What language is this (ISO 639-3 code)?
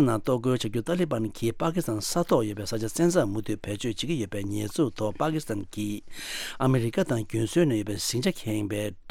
bod